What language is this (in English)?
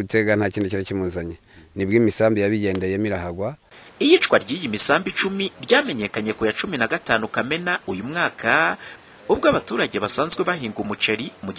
Kinyarwanda